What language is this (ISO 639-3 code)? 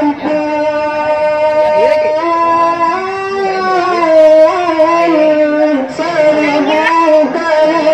min